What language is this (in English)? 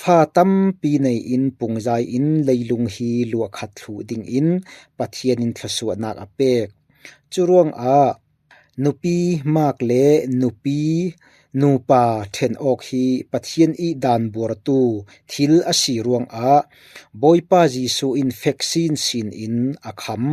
Falam Chin